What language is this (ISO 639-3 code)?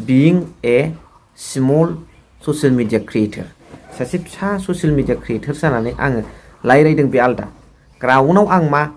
brx